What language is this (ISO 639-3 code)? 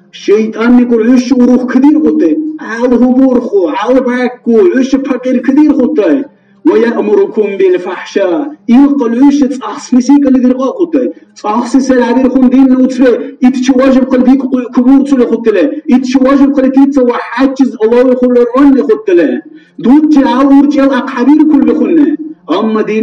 dar